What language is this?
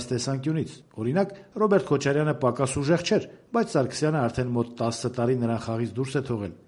Armenian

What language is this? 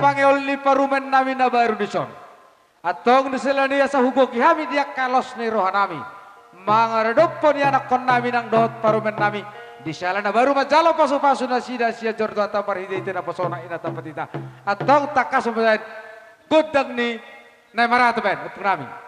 Batak Toba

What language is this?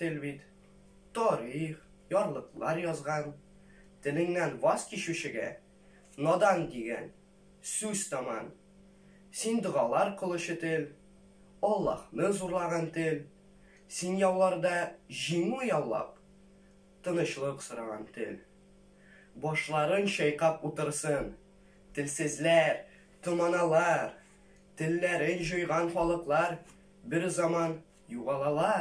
Tatar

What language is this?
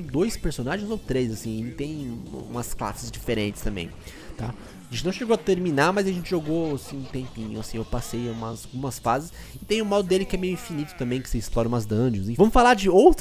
Portuguese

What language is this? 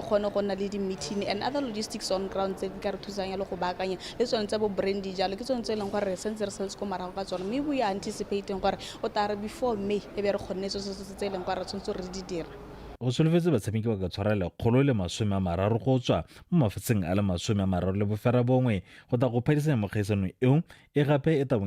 Tswana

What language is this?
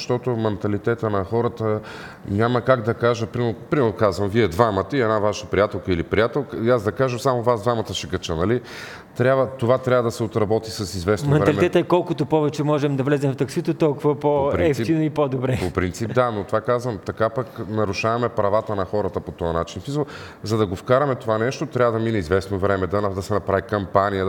Bulgarian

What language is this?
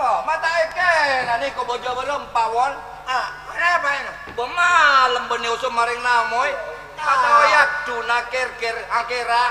Madurese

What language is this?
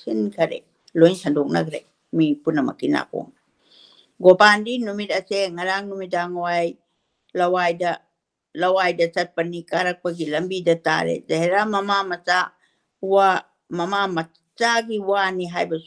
Manipuri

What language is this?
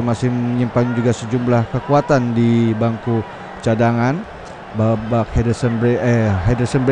Indonesian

